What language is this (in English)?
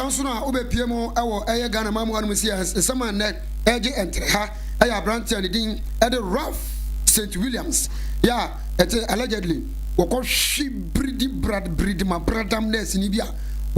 Akan